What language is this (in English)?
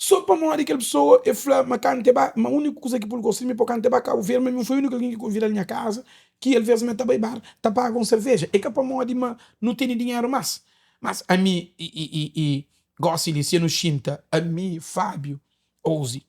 Kabuverdianu